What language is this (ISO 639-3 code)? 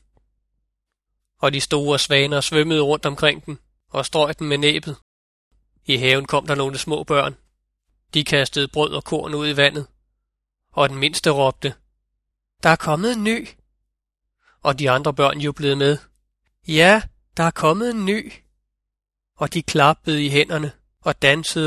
dan